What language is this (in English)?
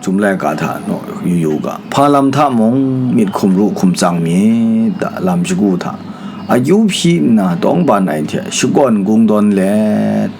Kachin